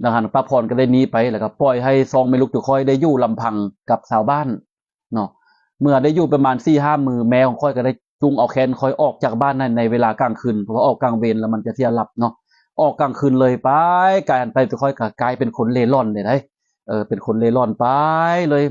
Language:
Lao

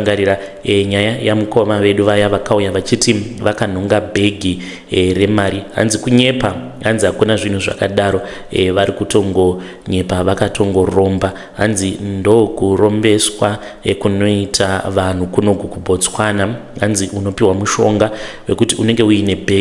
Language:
Shona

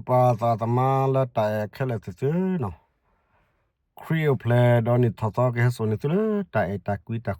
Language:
S'gaw Karen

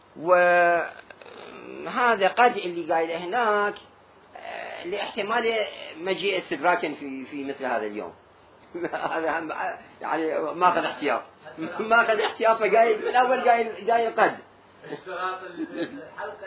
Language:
Mesopotamian Arabic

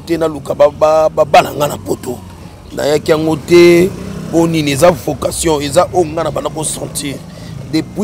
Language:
Lingala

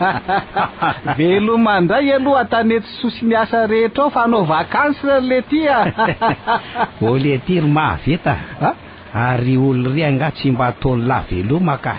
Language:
Malagasy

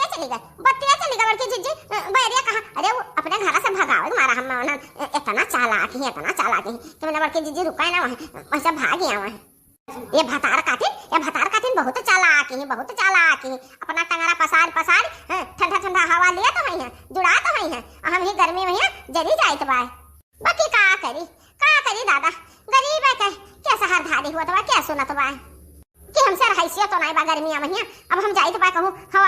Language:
Awadhi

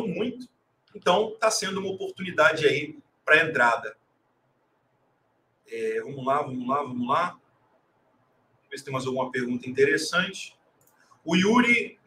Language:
Portuguese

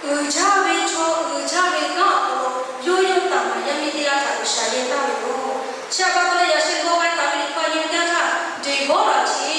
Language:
Lahu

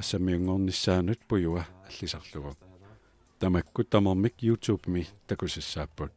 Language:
Kalaallisut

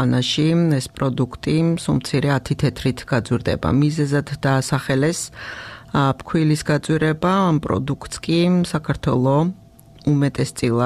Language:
Georgian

